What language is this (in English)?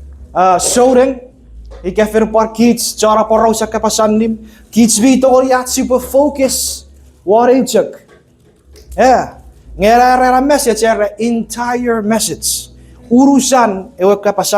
Chuukese